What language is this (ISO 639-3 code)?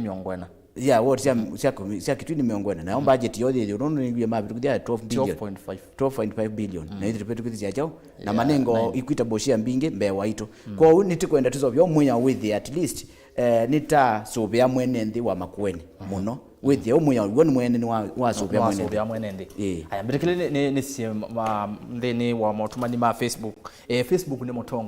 kam